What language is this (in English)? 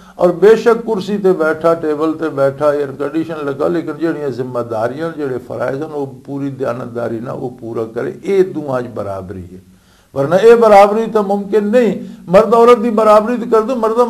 Western Panjabi